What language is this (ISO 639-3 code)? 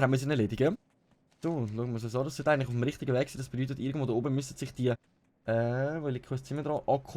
gsw